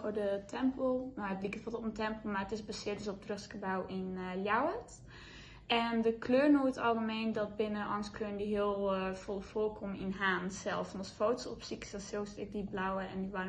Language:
Western Frisian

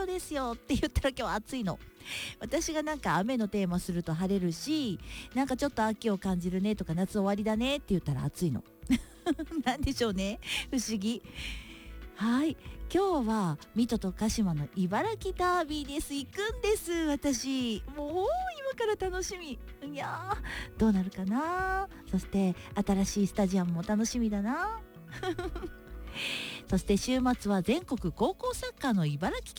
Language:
Japanese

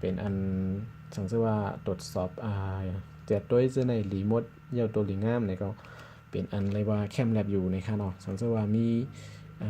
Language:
Shan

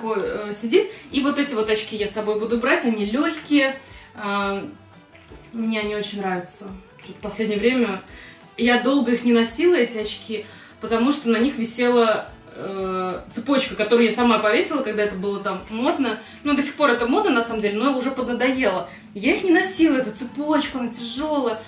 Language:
Russian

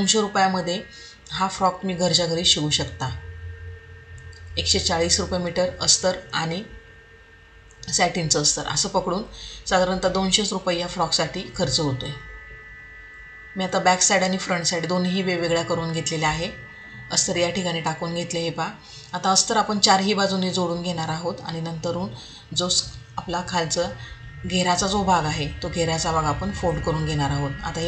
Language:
Marathi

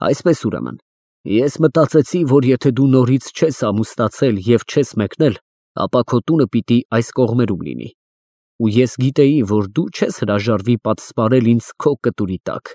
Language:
Armenian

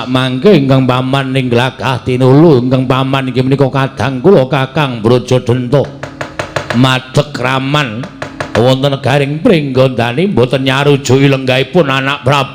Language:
Javanese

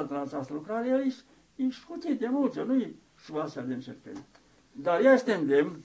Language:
Romanian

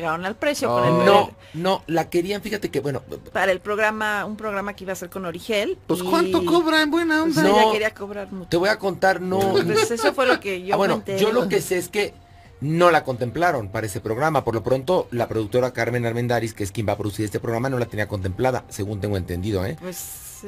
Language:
Spanish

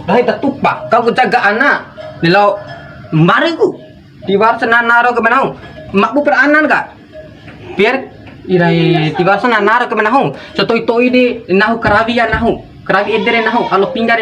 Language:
Bima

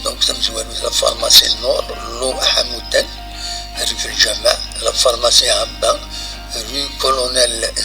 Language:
Kabyle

